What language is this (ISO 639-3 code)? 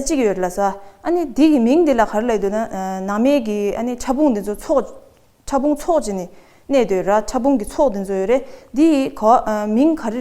bod